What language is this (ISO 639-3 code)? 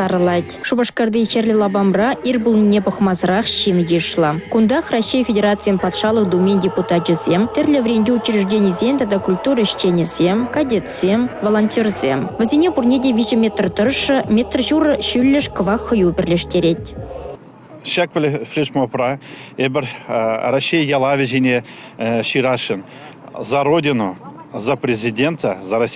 chv